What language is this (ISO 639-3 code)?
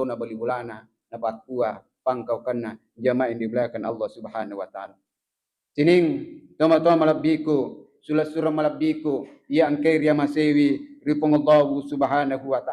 bug